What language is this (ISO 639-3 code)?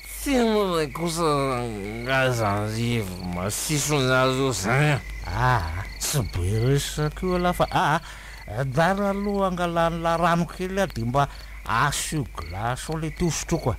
mlg